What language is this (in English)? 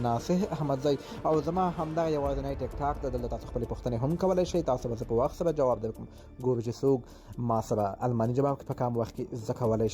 Pashto